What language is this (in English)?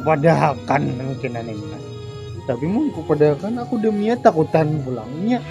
Banjar